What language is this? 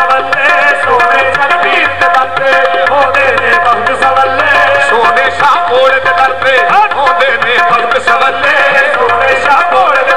Punjabi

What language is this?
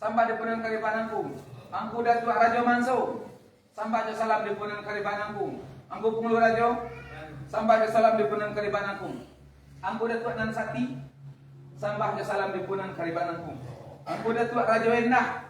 Minangkabau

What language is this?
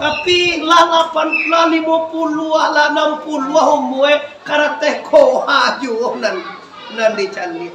Minangkabau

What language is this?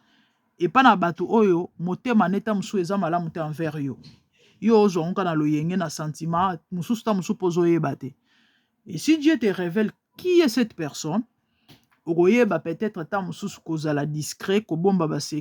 Lingala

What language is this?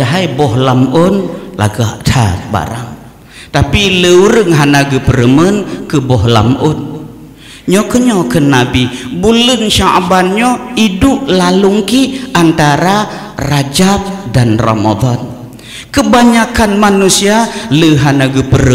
Achinese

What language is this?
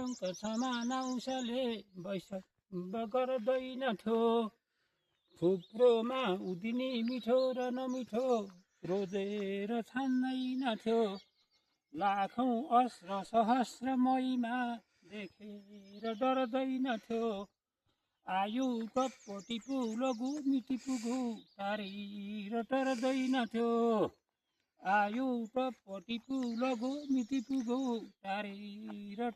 Nepali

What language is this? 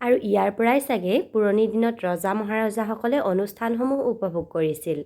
Assamese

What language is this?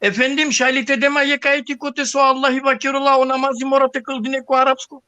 Balkan Romani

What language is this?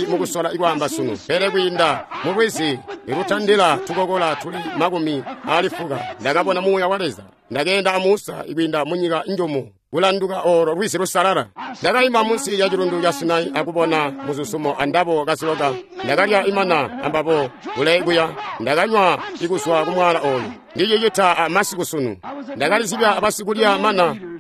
Tonga (Zambia)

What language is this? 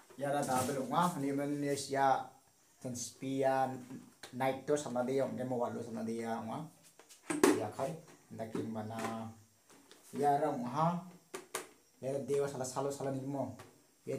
Indonesian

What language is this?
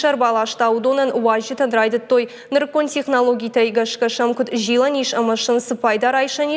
Ossetic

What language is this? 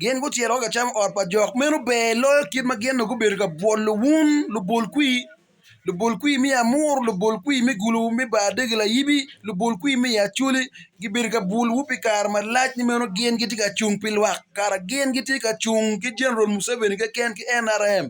Acoli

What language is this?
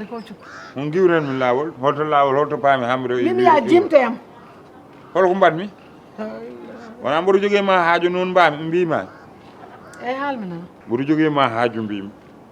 Fula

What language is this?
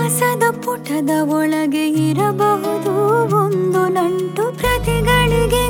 Kannada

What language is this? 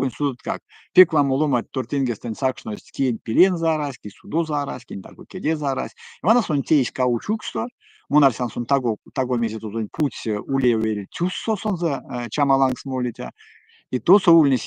Erzya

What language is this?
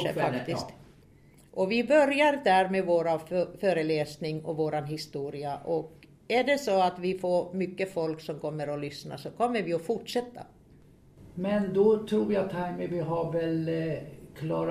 Swedish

